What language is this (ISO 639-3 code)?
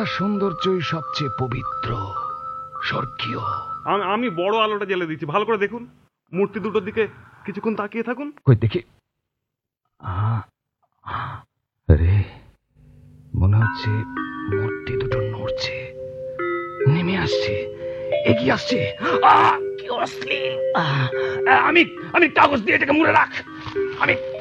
ben